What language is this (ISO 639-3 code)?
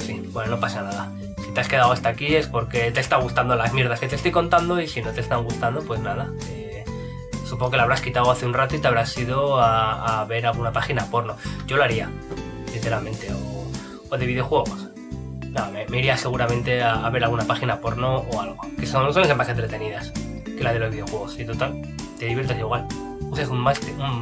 spa